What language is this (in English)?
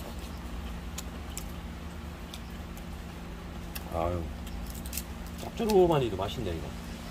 Korean